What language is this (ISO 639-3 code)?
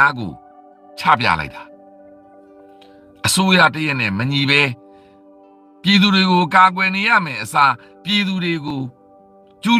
mya